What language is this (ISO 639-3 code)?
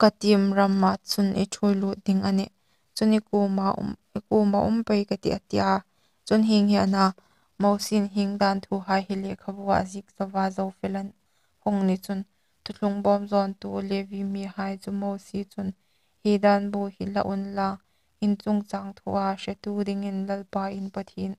hmr